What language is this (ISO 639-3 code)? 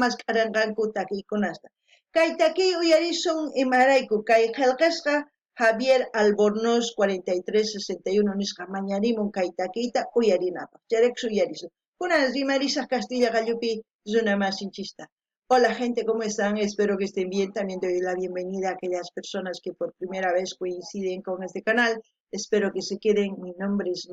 quh